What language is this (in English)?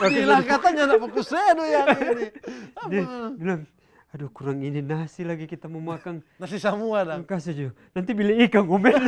Manado Malay